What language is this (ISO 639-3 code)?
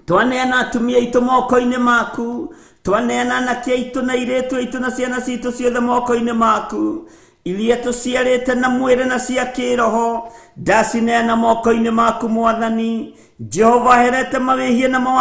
kik